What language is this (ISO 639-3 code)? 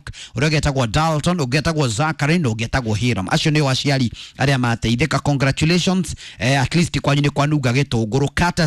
kik